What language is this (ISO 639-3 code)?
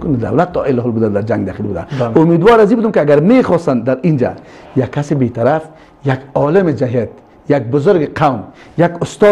fas